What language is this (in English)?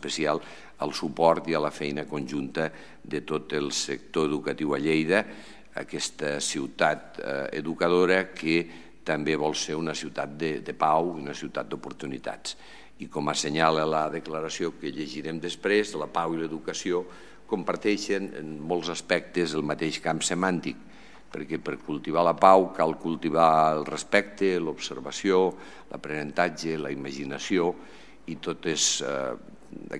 Catalan